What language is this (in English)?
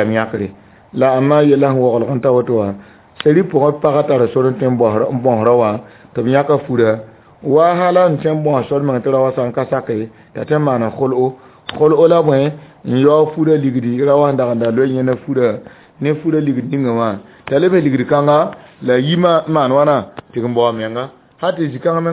Mossi